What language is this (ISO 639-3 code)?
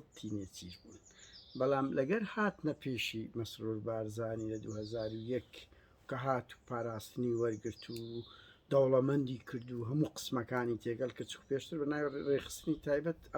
ckb